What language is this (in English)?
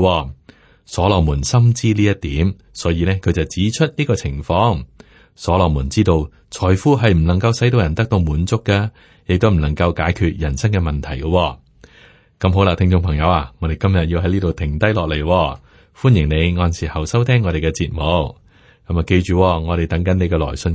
Cantonese